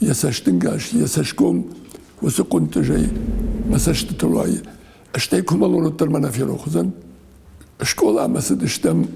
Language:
Ossetic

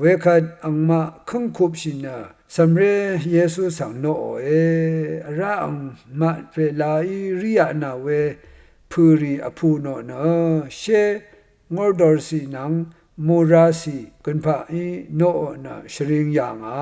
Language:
Rawang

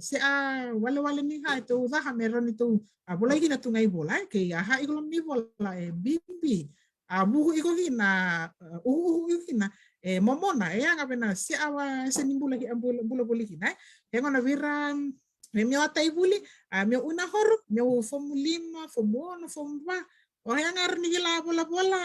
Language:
Fijian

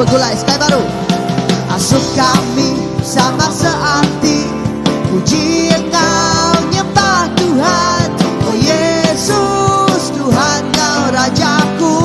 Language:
Iban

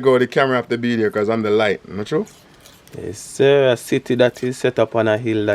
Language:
Jamaican Creole English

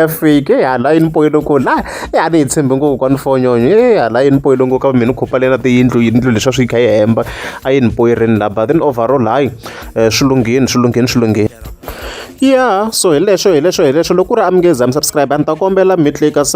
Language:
Tsonga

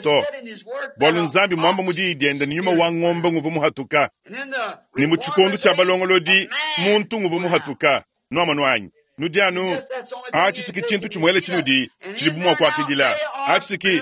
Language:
Luba-Lulua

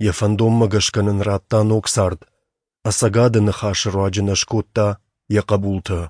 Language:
Ossetic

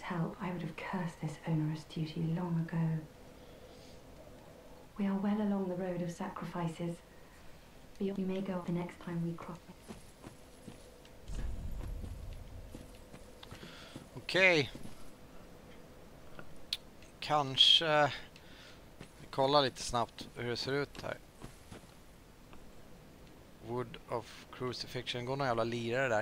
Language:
Swedish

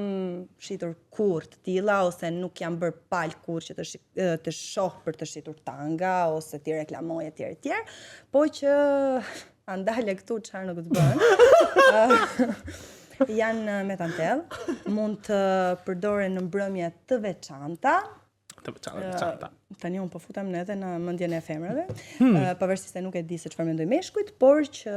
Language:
Albanian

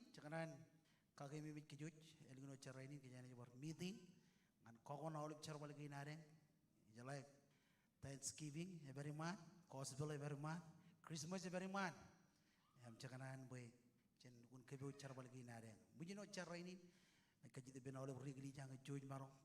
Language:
Marshallese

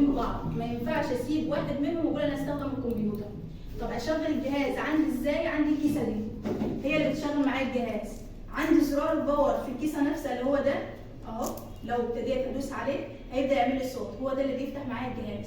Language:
Egyptian Arabic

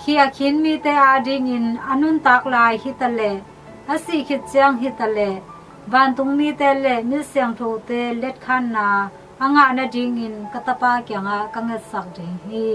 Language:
Tedim Chin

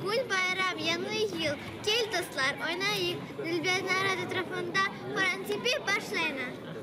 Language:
Crimean Tatar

